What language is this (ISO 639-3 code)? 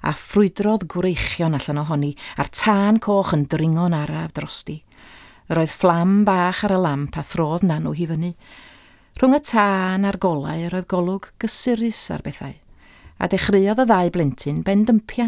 cym